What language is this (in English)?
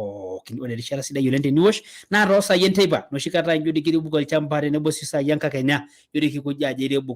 Masai